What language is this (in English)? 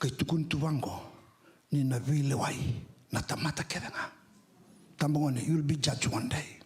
Fijian